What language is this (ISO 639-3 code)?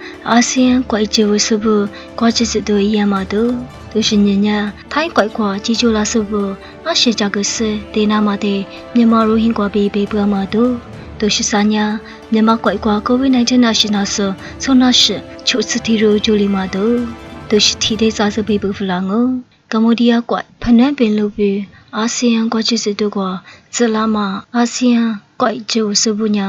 lis